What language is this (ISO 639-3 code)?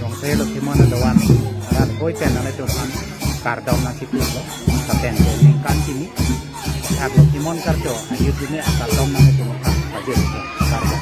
mjw